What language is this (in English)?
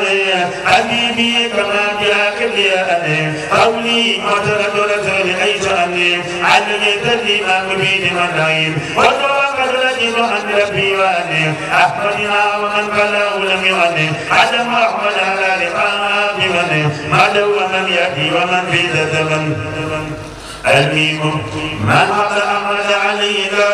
Arabic